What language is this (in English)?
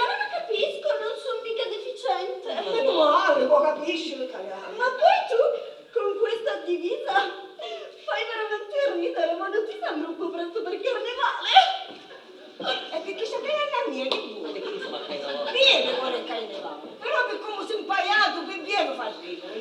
Sicilian